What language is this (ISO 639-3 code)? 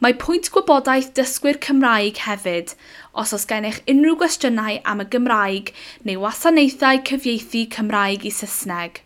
cym